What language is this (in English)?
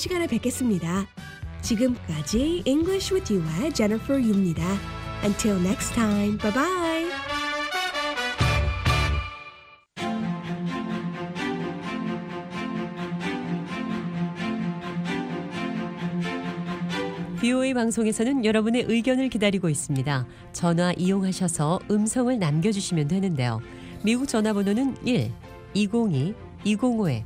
Korean